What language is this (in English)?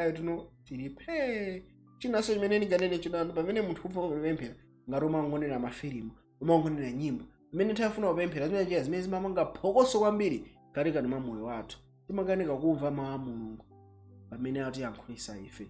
Nyanja